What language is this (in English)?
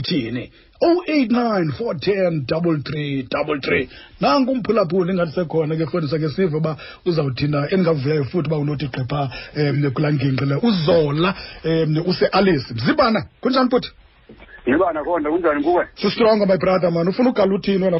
Xhosa